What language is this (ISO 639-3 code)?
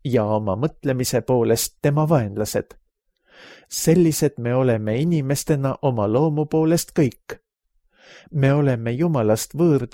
est